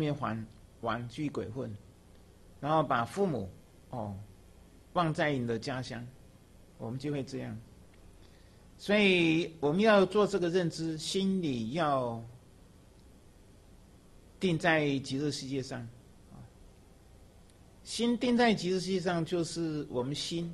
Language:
Chinese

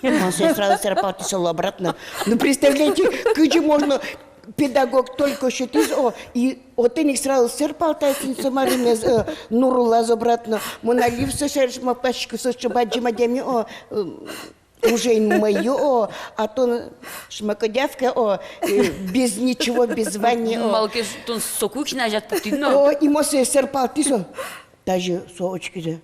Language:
Udmurt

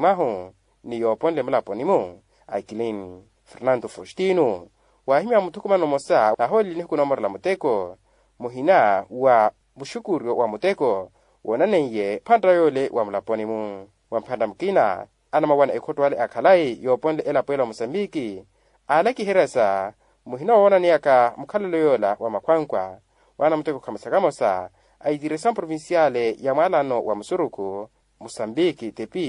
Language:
Makhuwa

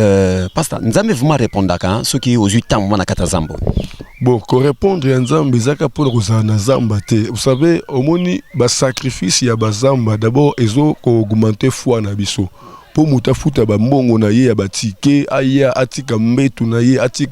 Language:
Lingala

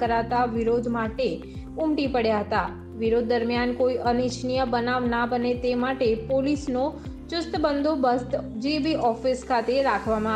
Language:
Gujarati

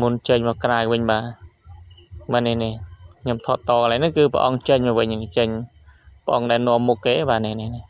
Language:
Khmer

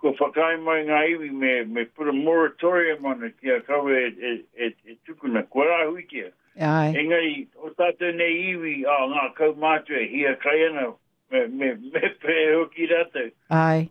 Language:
Māori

